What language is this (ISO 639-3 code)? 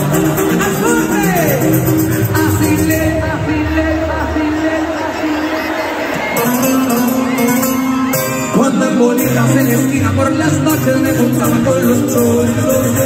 spa